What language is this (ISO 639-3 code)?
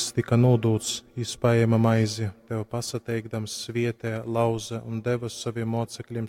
ltg